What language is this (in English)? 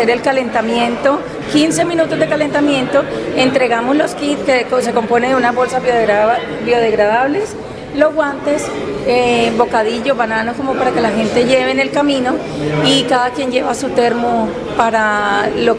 Spanish